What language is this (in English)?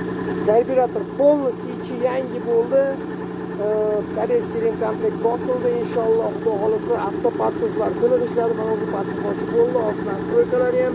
Uzbek